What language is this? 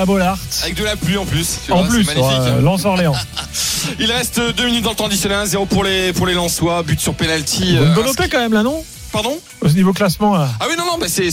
French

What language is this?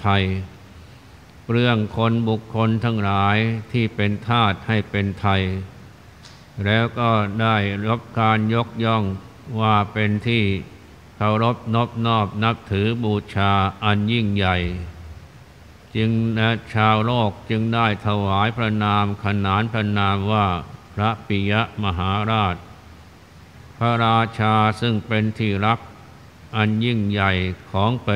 Thai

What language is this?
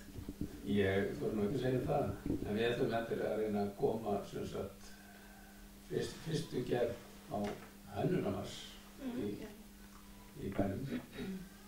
Icelandic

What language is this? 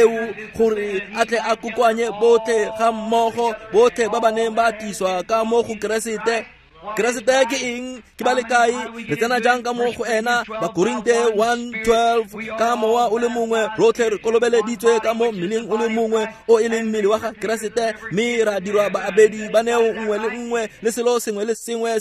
Tswana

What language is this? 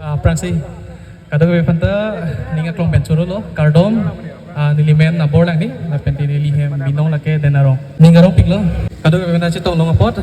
Karbi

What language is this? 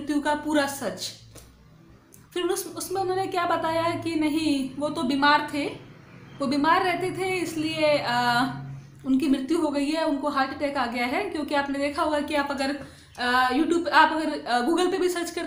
Hindi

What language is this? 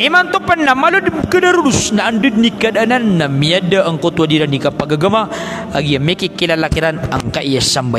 Maranao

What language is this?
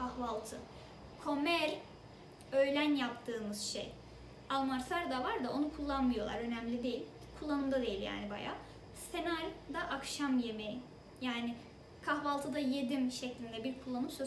Turkish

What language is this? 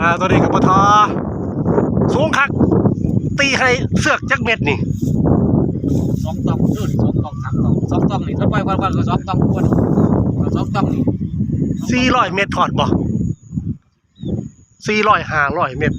Lao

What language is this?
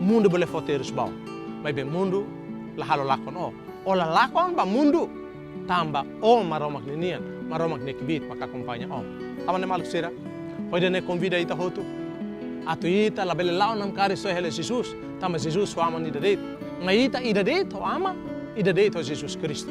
Tetum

